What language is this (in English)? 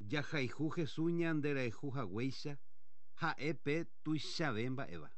Guarani